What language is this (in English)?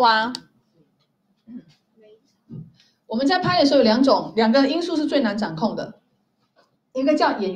Chinese